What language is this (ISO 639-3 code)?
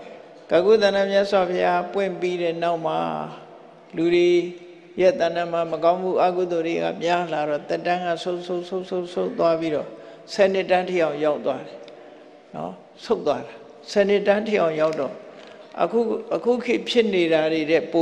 mya